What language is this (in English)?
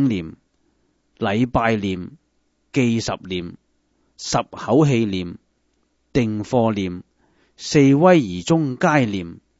Cantonese